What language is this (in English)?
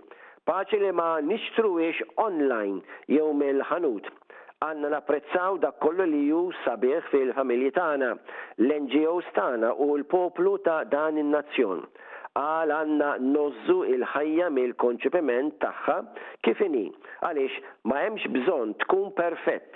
Maltese